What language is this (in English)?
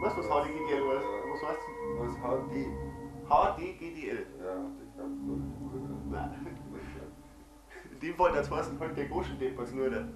Bavarian